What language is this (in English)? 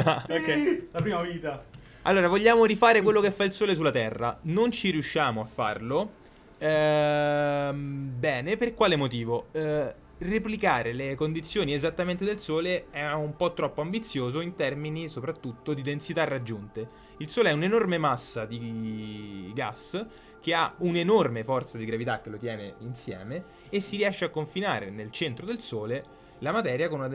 Italian